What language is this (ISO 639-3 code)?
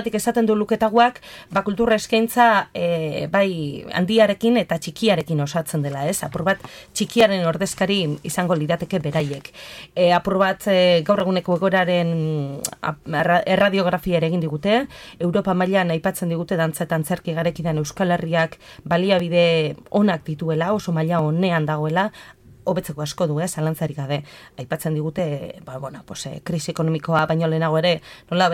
eus